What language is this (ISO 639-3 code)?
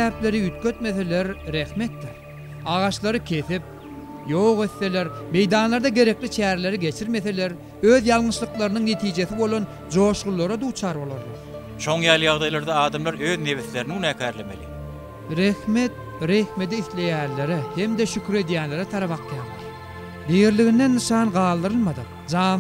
tuk